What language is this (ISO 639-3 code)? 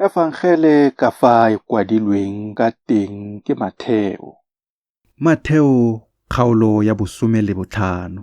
tsn